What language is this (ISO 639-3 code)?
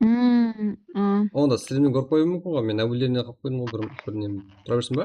kaa